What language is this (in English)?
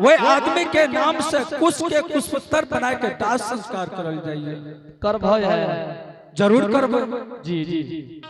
Angika